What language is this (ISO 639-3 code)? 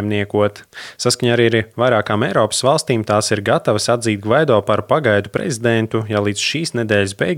lav